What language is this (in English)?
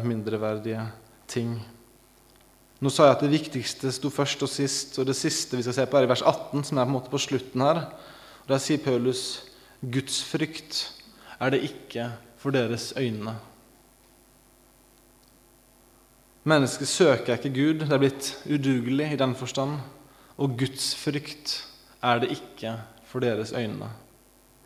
Norwegian